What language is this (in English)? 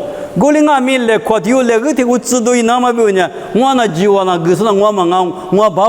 Lisu